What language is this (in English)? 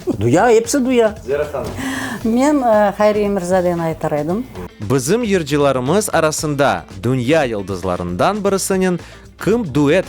Crimean Tatar